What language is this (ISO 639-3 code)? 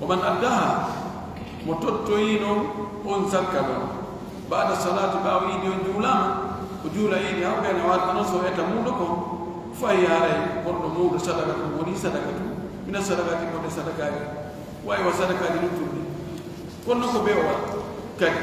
ful